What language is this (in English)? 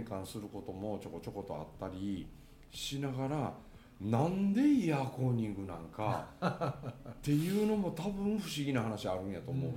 Japanese